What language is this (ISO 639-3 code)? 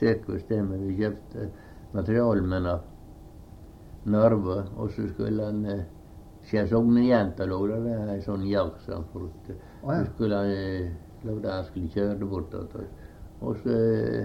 nor